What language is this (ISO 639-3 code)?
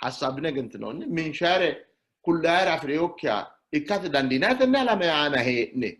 sid